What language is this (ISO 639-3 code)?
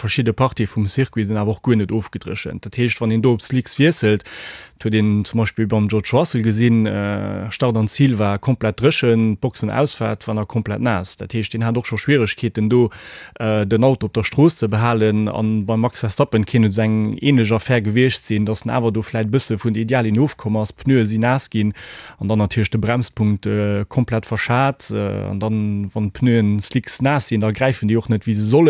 ltz